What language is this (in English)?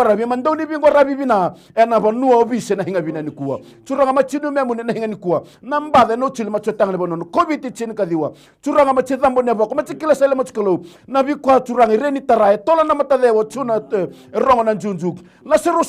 Fijian